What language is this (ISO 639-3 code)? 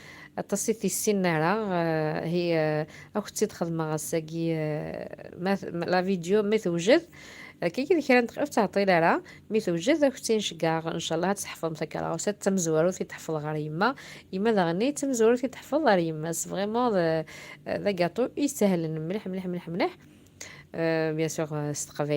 kab